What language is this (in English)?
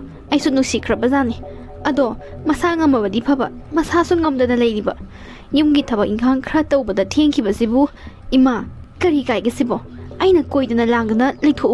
Manipuri